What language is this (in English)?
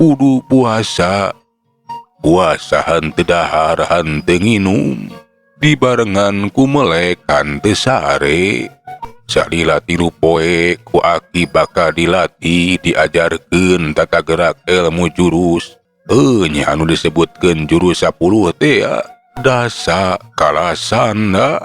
Sundanese